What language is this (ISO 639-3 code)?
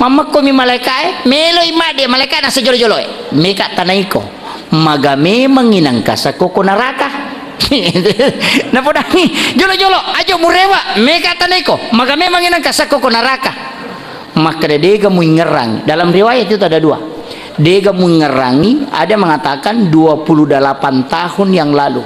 bug